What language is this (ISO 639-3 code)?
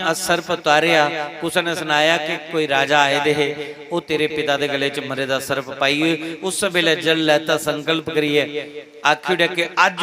doi